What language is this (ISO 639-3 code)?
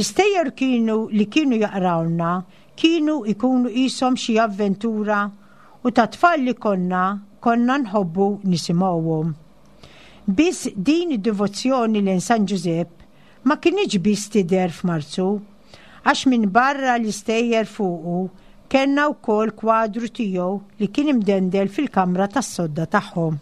mlt